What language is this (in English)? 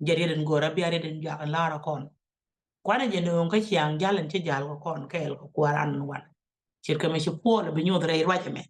Nuer